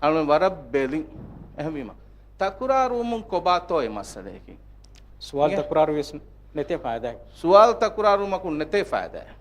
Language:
Divehi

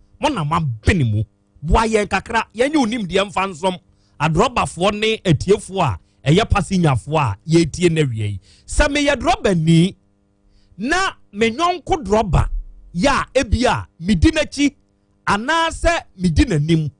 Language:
Akan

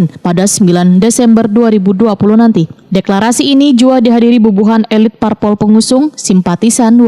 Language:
Banjar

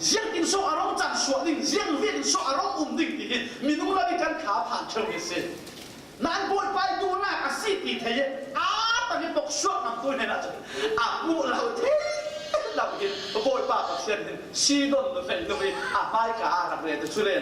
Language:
Falam Chin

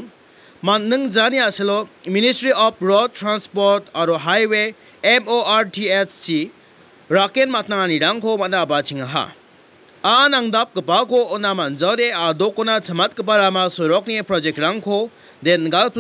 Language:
Garo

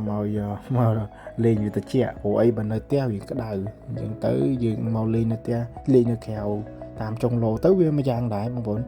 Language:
Khmer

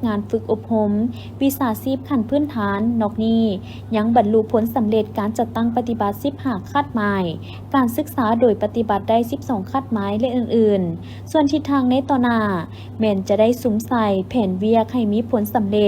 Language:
Lao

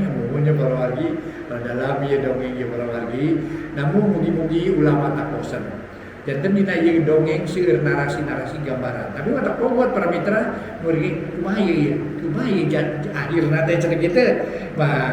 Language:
Sundanese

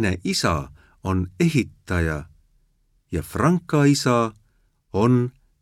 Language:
Estonian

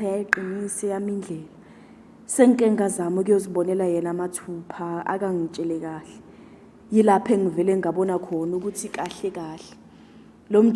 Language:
Zulu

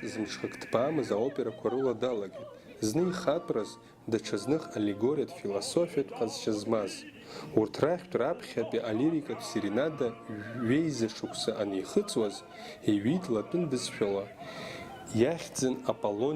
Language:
Abkhazian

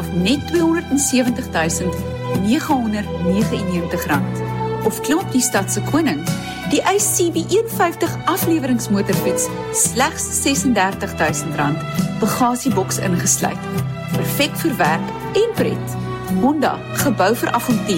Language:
Afrikaans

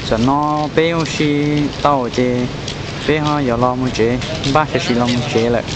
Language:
Hmong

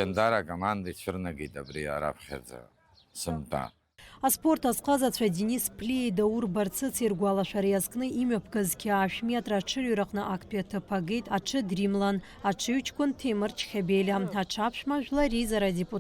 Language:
Abkhazian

